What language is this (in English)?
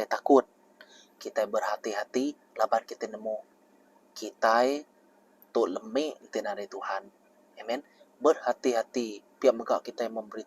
Iban